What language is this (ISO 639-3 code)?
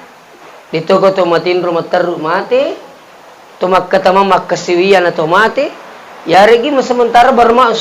bug